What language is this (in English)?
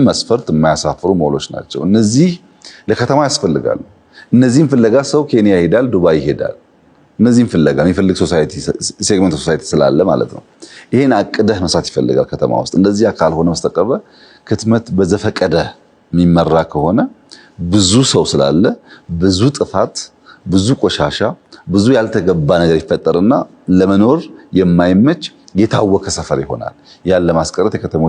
Amharic